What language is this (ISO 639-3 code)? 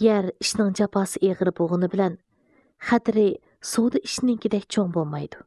uig